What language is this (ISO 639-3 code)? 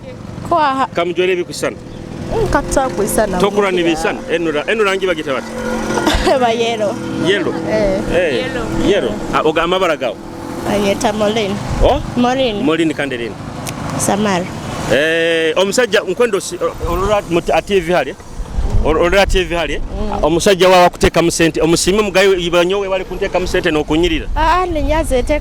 nyo